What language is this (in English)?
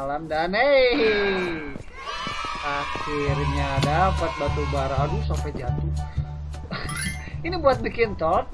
Indonesian